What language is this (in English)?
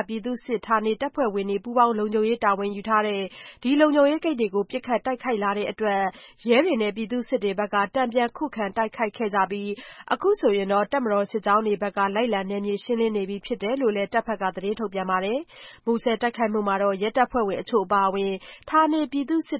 Burmese